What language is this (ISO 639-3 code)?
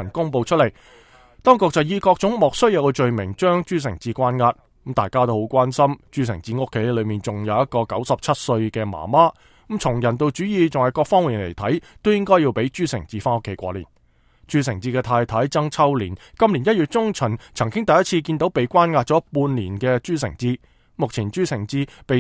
yue